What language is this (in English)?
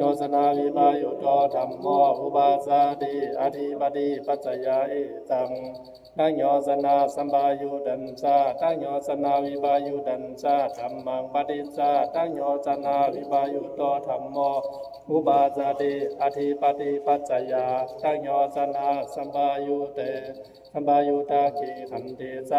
Pali